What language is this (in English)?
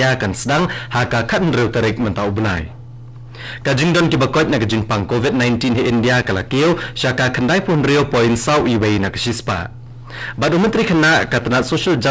Khasi